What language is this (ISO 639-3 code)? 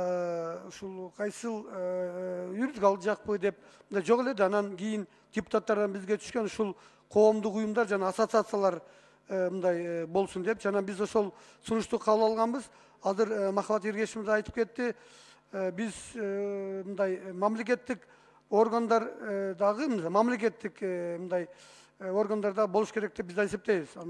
kir